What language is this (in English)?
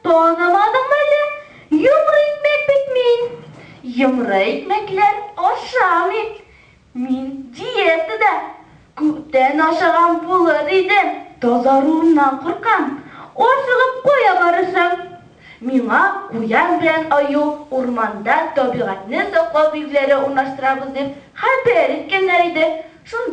Tatar